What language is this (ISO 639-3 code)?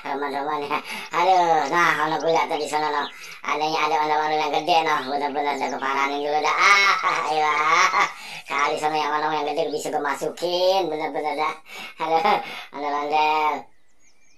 bew